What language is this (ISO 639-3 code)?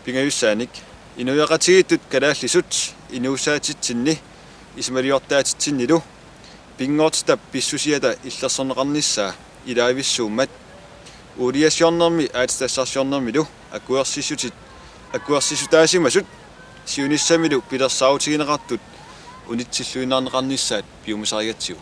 kal